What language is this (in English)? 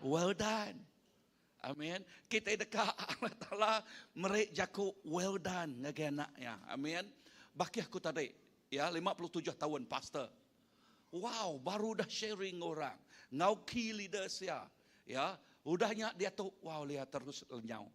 Iban